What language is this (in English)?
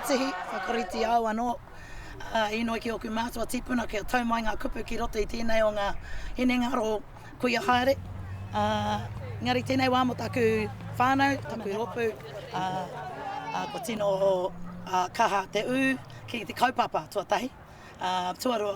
Māori